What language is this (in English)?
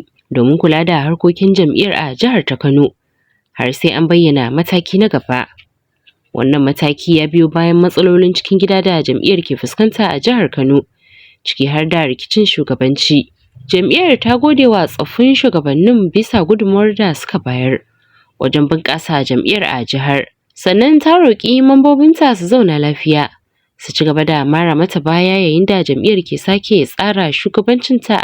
Hausa